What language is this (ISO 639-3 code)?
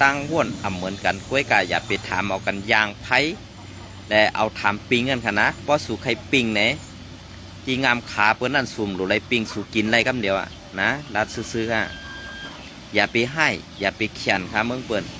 shn